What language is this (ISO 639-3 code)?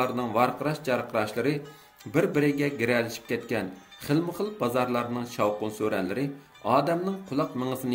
uig